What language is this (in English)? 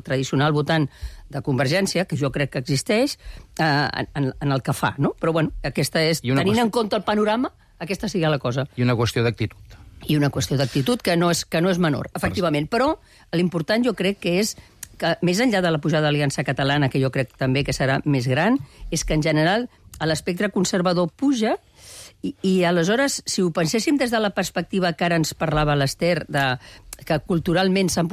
Catalan